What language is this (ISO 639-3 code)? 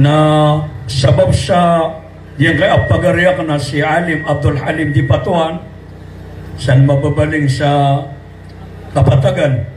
mrw